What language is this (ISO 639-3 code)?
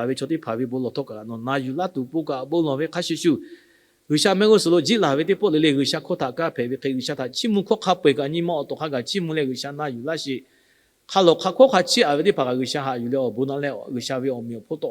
lhu